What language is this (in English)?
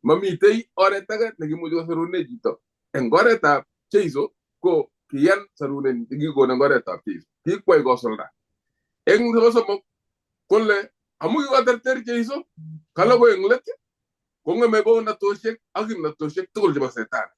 Kalenjin